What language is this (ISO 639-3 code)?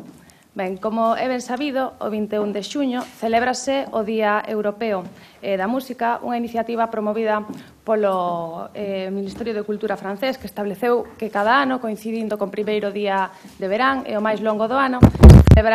glg